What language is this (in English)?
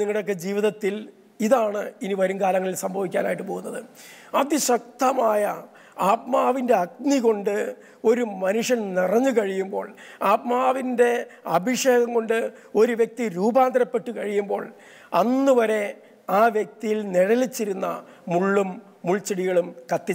Malayalam